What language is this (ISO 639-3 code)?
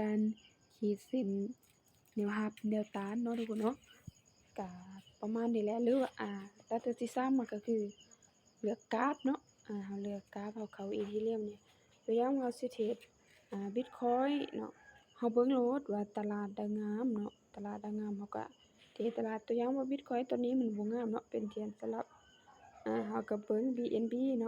lao